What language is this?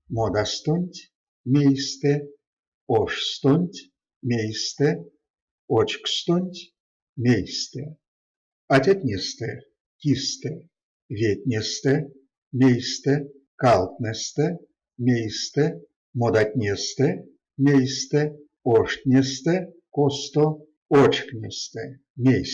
Erzya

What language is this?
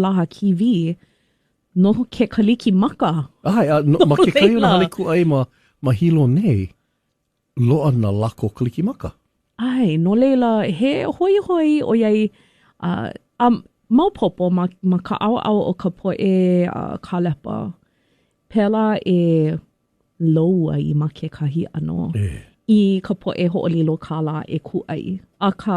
Hawaiian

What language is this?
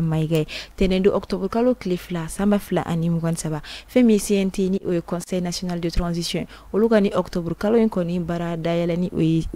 Bambara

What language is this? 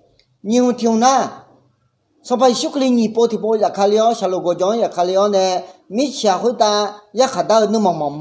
Akha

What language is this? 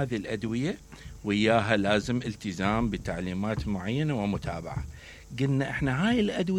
Mesopotamian Arabic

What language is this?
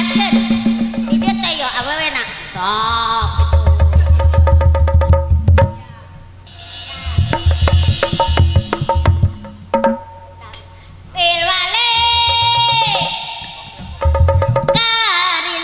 Sundanese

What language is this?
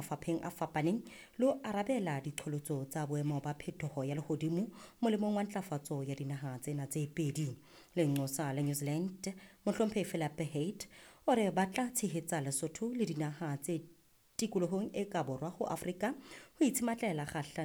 Southern Sotho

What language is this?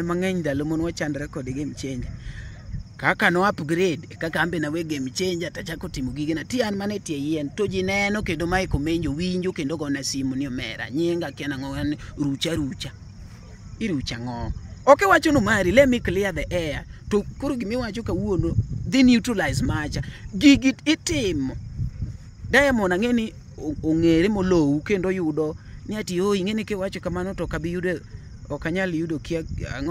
Luo (Kenya and Tanzania)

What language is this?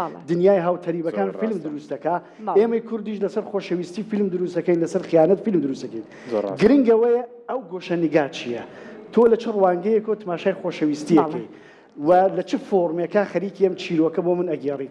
Central Kurdish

